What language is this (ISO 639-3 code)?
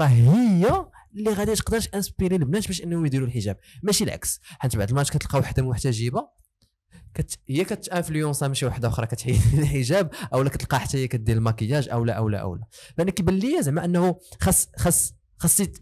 ary